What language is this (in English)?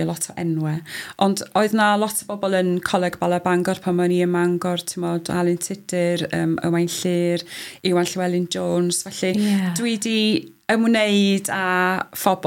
Welsh